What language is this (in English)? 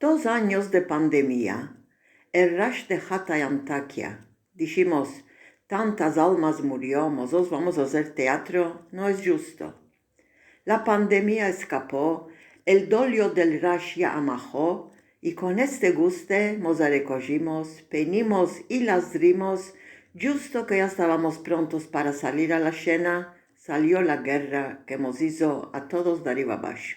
Ladino